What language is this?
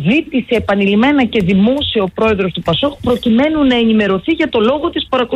Greek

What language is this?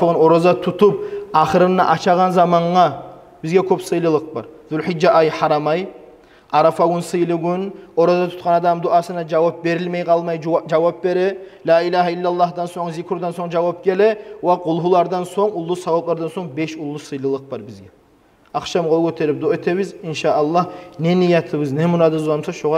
Kumyk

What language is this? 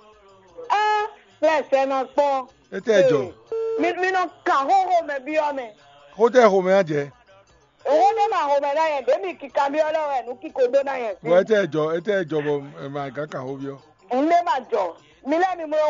Fon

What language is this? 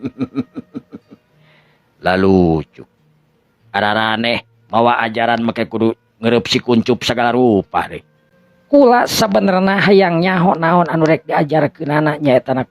Sundanese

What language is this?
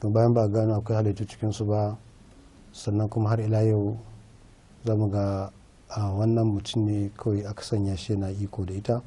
Hausa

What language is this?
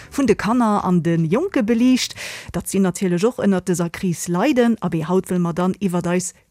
Luxembourgish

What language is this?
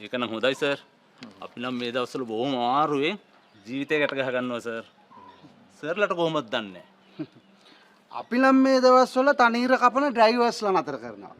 Sinhala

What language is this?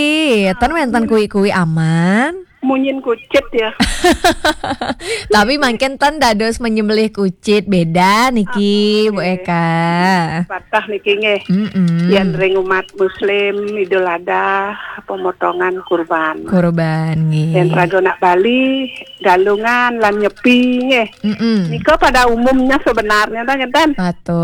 Balinese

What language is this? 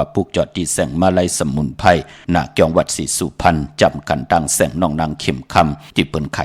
Shan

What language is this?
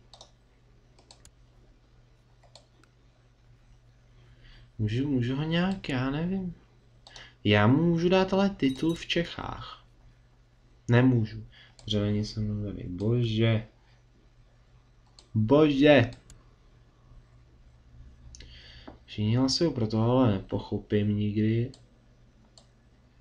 Czech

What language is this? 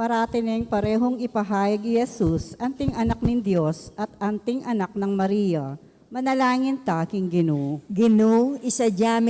Pampanga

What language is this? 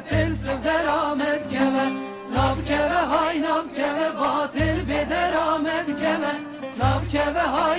Kurdish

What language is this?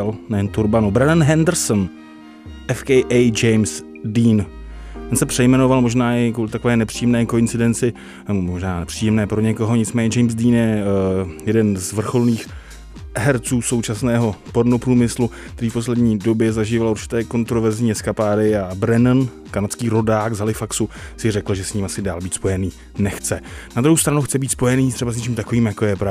Czech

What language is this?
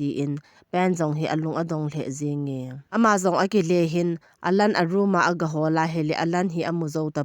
Thado Chin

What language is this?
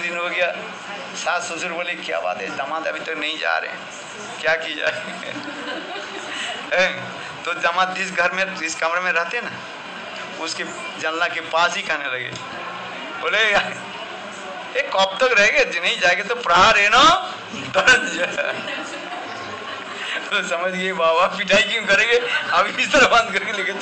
Hindi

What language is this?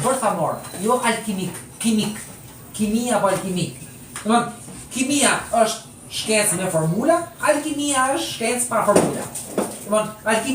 Albanian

